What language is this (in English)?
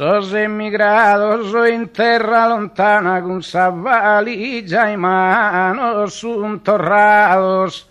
Sardinian